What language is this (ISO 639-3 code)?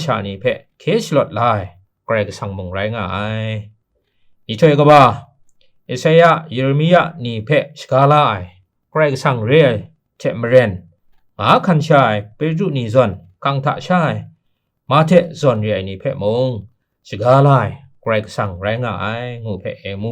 kac